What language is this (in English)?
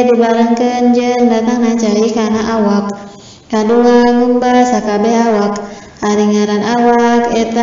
Sundanese